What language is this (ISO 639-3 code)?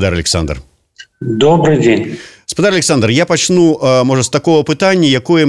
bel